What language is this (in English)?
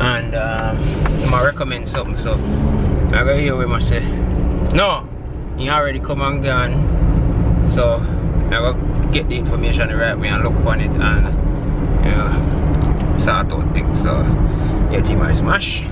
Jamaican Creole English